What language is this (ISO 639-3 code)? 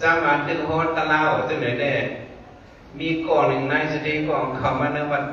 shn